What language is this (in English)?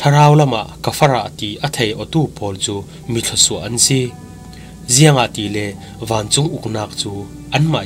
Falam Chin